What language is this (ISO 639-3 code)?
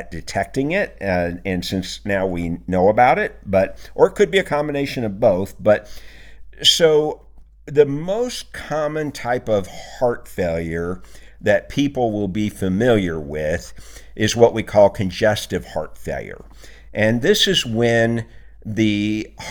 eng